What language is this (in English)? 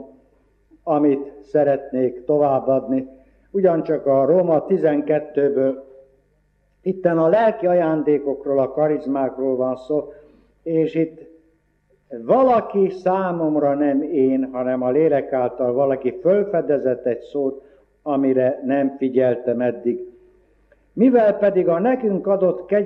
Hungarian